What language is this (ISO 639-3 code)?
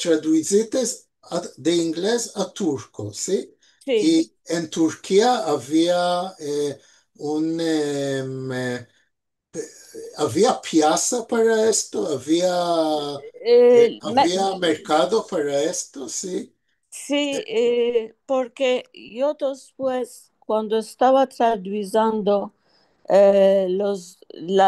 lad